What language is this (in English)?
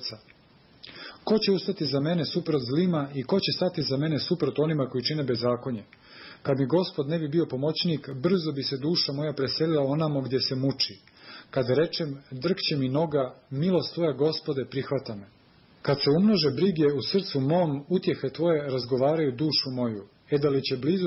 Serbian